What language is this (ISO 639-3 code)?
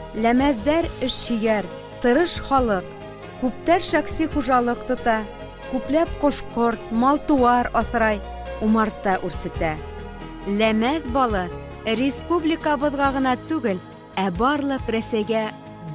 bak